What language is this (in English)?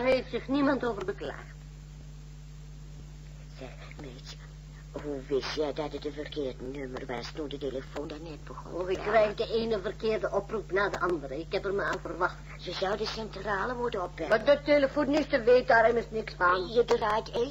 Dutch